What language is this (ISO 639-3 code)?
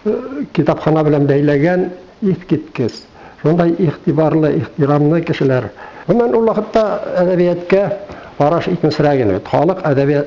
bak